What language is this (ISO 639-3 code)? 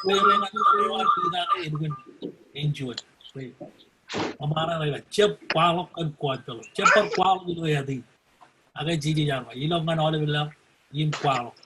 mah